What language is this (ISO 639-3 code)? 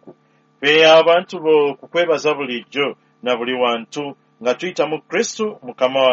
lug